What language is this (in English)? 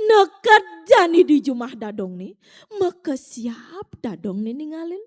Balinese